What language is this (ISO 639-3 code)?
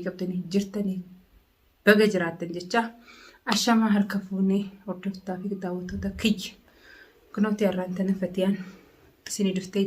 orm